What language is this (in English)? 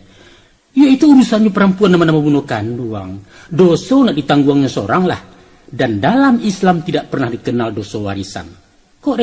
Minangkabau